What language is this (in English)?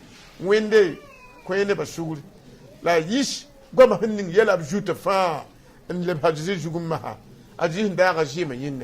Mossi